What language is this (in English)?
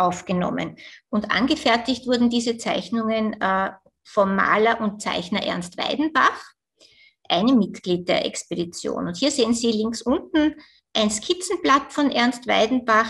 German